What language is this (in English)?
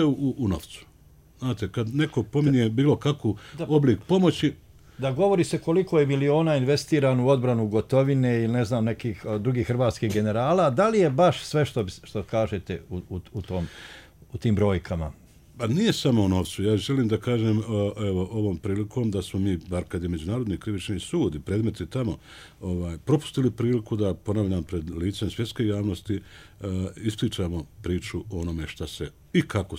Bosnian